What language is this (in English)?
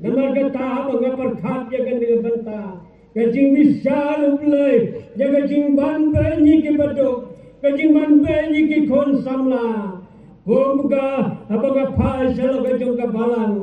Khasi